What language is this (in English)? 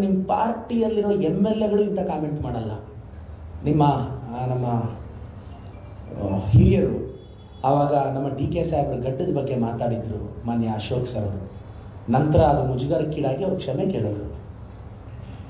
Kannada